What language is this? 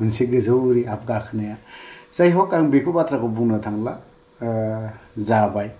Bodo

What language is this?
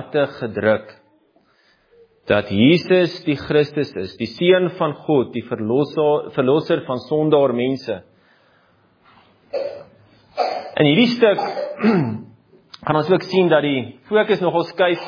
Afrikaans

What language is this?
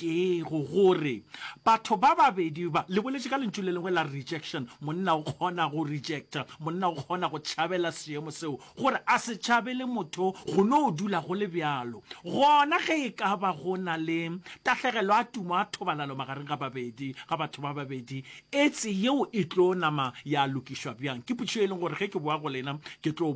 Northern Sotho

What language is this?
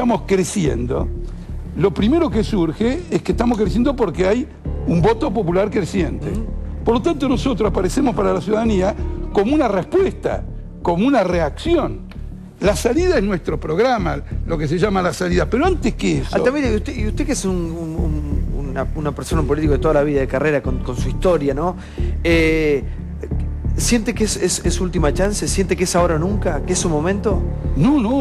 Spanish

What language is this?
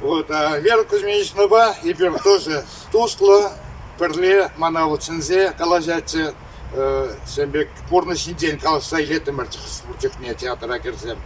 Chuvash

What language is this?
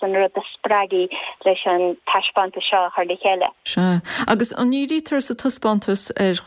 Irish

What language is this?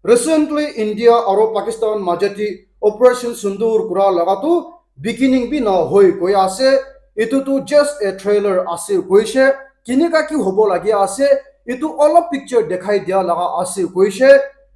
Naga Pidgin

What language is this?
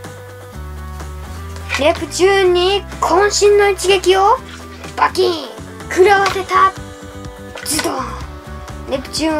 Japanese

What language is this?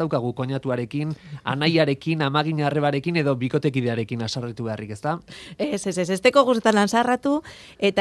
Basque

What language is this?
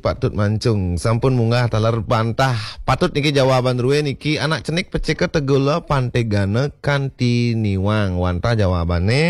Balinese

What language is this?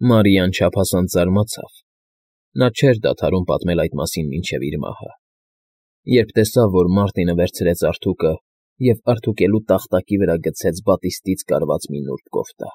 Armenian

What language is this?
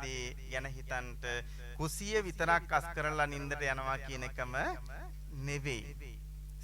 Sinhala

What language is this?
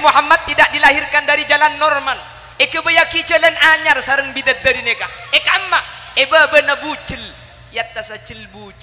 Madurese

